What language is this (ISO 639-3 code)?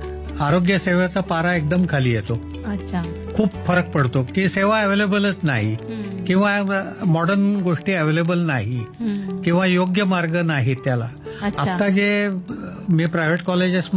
mar